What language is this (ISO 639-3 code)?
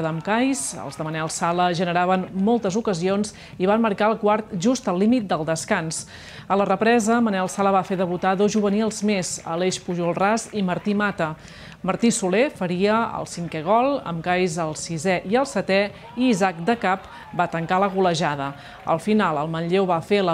cat